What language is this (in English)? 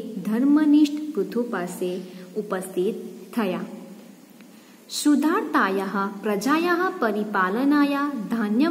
Gujarati